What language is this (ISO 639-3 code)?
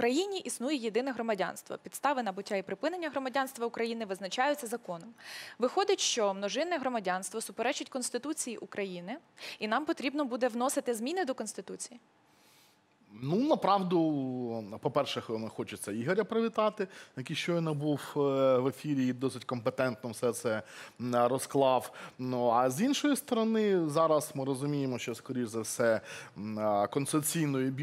ukr